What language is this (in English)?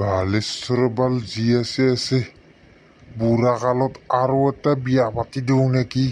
Assamese